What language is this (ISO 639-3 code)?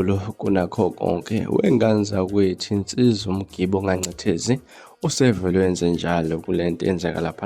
zul